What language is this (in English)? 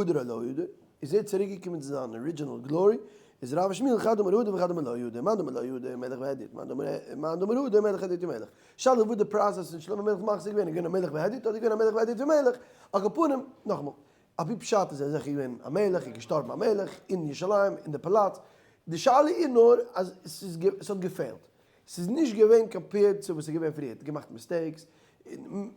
Yiddish